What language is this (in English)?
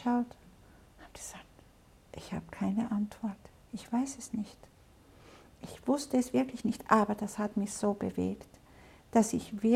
German